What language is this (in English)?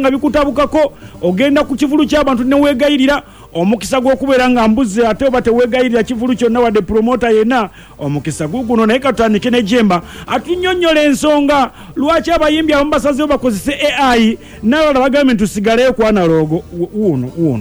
Ganda